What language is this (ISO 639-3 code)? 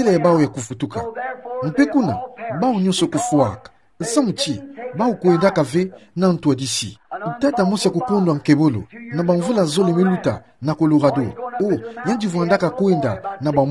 ktu